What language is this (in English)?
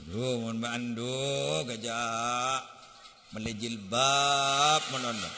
Madurese